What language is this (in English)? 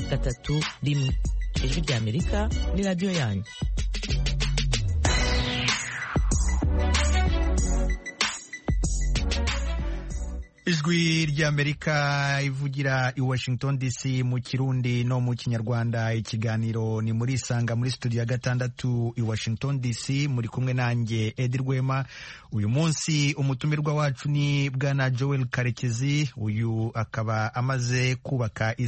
Kinyarwanda